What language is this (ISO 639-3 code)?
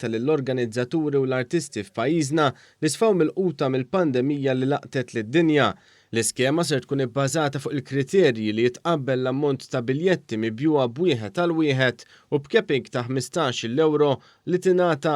mlt